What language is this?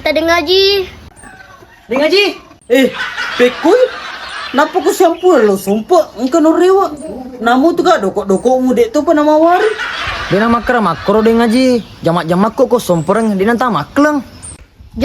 Buginese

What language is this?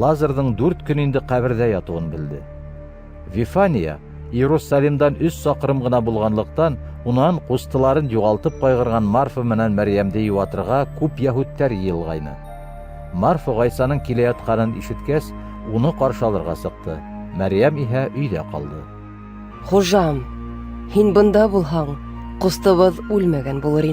Bashkir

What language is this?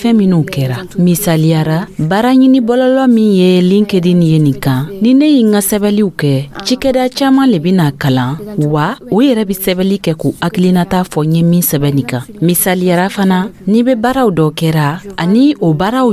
Dyula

